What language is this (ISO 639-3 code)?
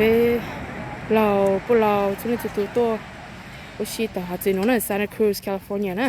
hmn